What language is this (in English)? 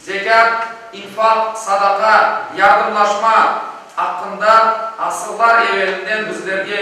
Crimean Tatar